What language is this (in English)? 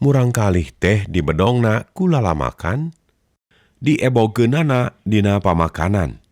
Sundanese